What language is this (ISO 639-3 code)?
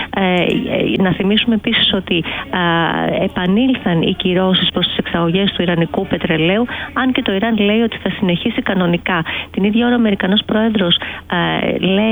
ell